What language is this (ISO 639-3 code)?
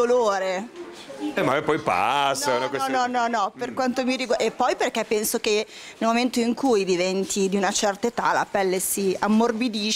ita